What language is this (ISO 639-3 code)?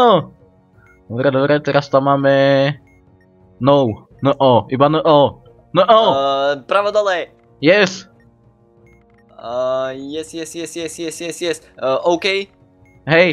slk